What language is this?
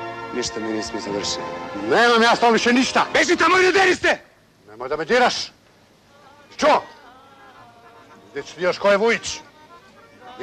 Serbian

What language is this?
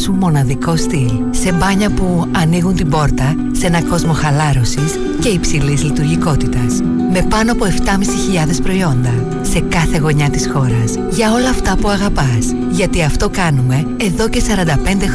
Greek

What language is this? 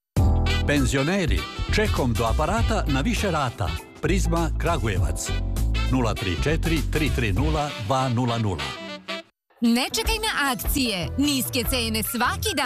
Serbian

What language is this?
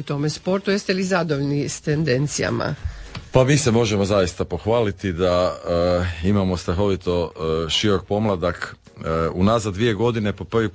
Croatian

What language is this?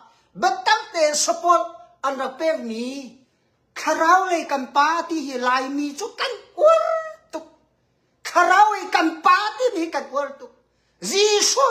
Hakha Chin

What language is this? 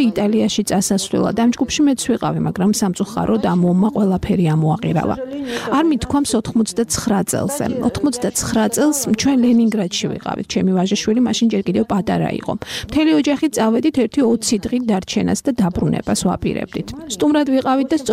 Georgian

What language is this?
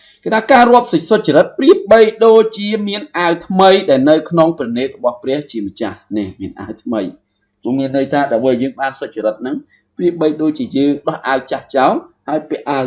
Khmer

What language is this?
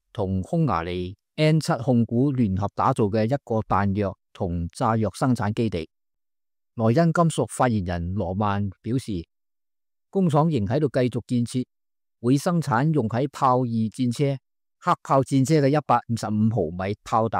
Cantonese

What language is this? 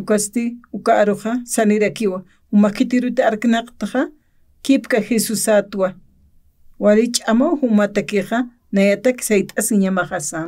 Aymara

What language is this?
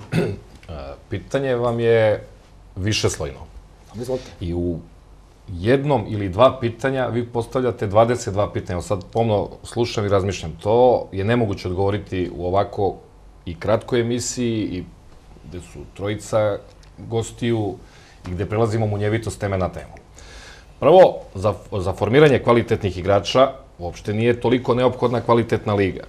Serbian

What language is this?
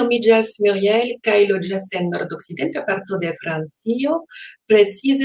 Esperanto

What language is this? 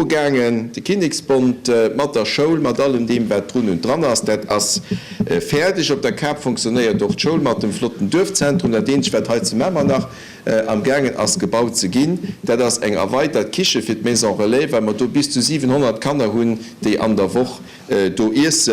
Luxembourgish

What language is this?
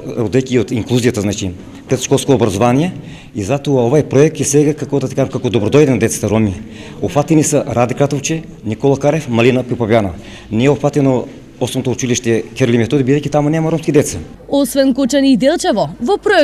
Macedonian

